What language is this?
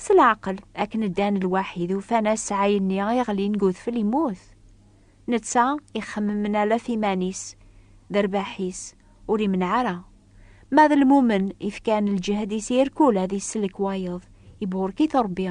Kabyle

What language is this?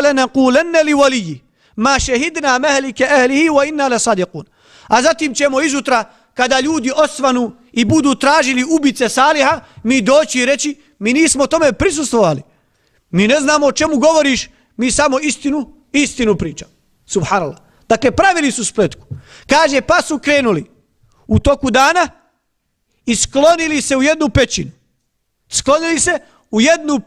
Bosnian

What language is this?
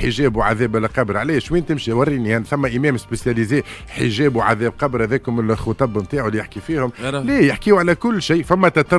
Tunisian Arabic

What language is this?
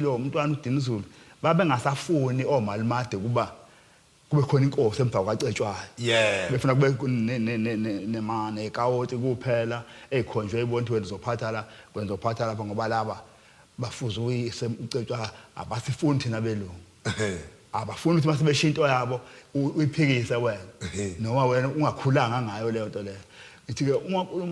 Zulu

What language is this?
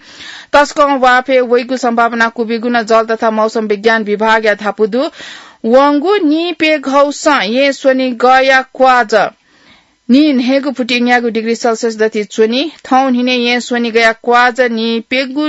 Newari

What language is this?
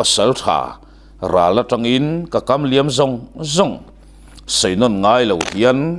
Mizo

